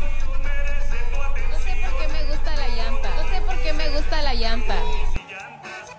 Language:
Spanish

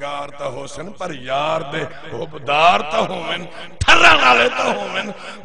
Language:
Saraiki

